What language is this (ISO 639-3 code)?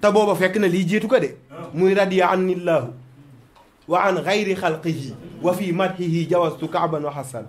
wol